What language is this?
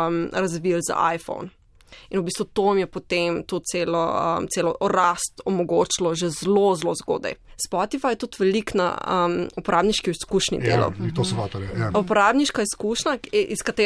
Slovenian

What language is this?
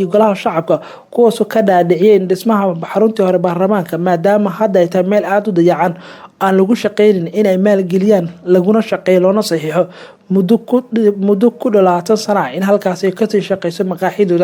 Somali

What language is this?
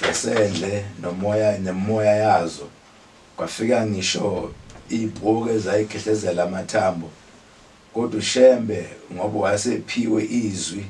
Zulu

